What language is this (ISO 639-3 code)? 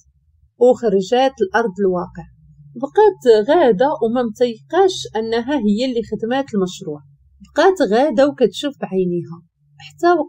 ary